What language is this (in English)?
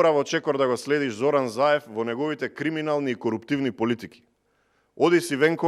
Macedonian